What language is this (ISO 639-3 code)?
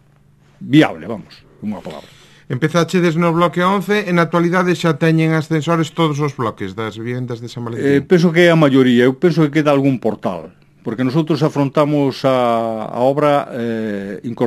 glg